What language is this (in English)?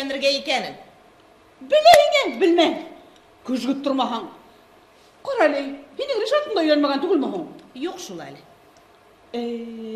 Bashkir